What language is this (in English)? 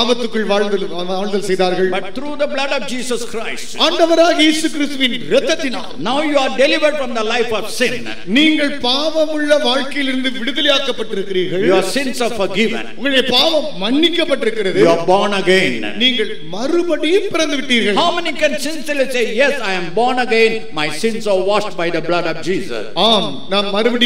Tamil